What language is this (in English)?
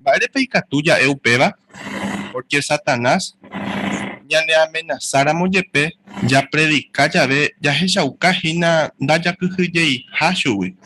Guarani